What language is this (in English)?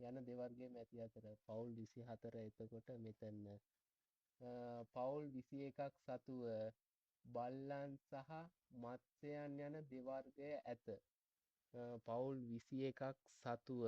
Sinhala